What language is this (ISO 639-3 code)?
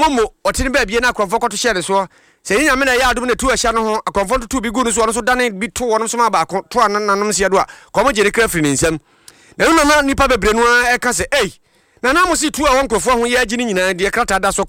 aka